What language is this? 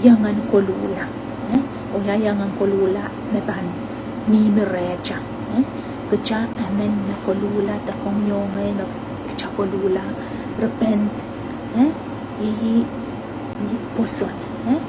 Pohnpeian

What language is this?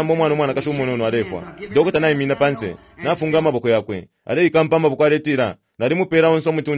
Bemba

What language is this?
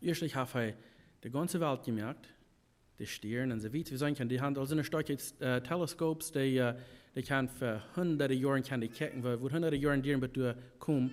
Plautdietsch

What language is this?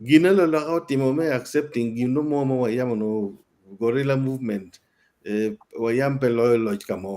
Acoli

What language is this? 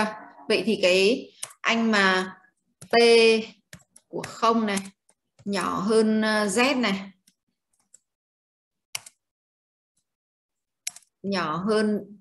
Vietnamese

